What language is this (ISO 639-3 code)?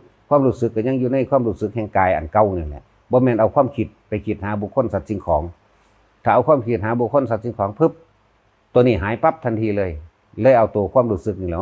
tts